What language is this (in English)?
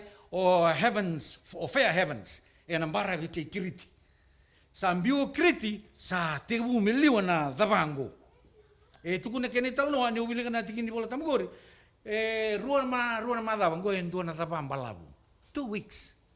Fijian